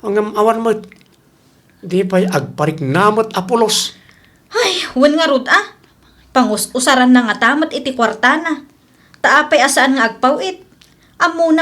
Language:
Iloko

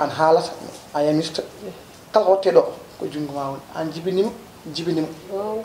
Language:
Fula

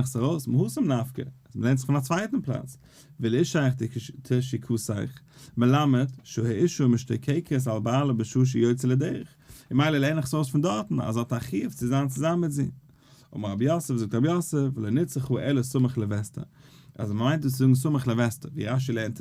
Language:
Yiddish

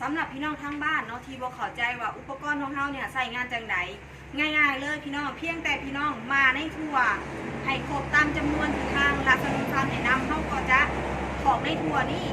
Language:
Northeastern Thai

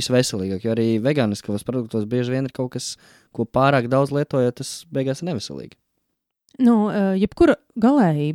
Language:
Latvian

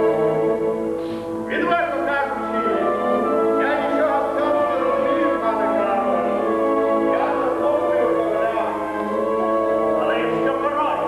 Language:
Ukrainian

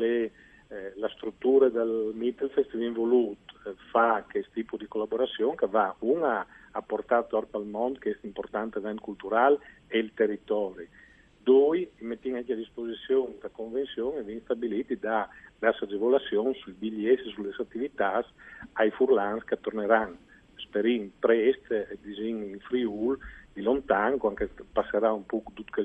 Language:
Friulian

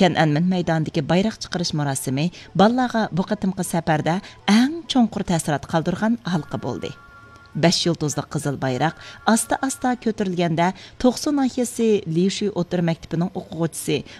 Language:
Uyghur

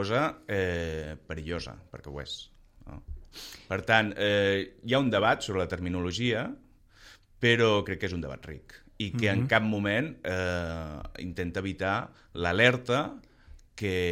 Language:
Catalan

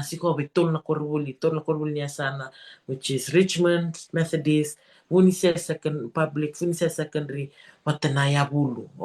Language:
Fijian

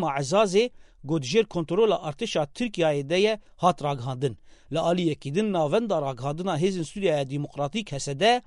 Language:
Kurdish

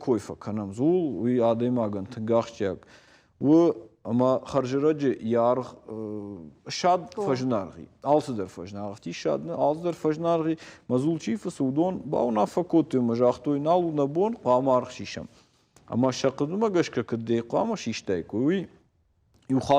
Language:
Ossetic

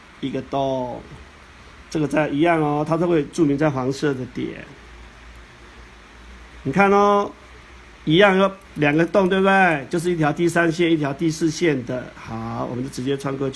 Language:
Chinese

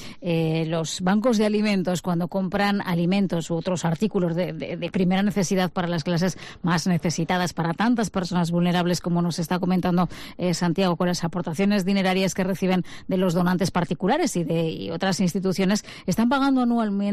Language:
Spanish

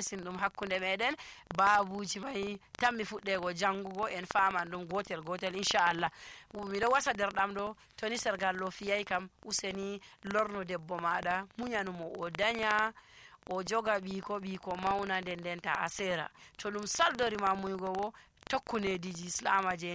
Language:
Nigerian Fulfulde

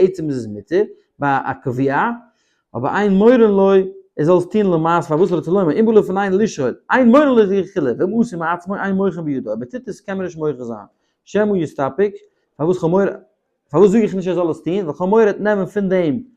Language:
Yiddish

